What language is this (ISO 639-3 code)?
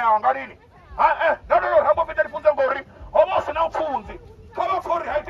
ven